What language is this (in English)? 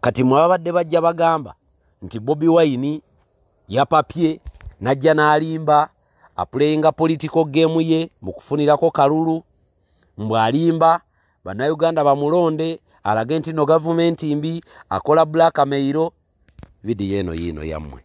Ganda